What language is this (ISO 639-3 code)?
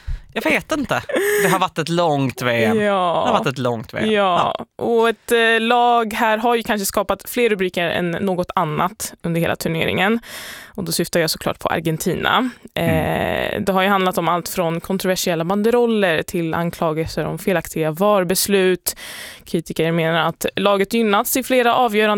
swe